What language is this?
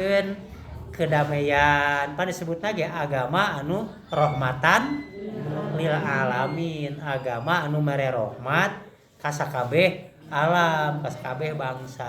Sundanese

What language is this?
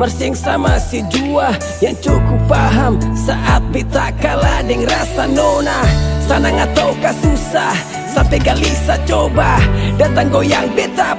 Ambonese Malay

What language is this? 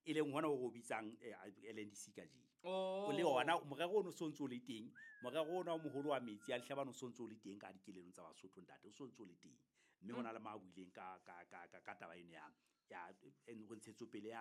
Southern Sotho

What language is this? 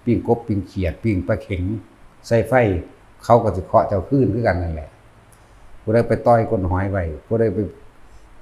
Northeastern Thai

